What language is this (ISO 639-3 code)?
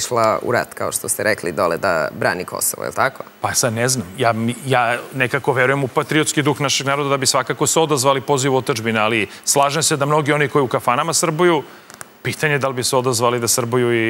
srp